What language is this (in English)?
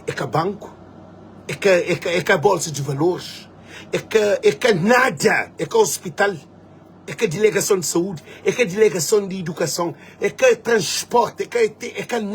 Kabuverdianu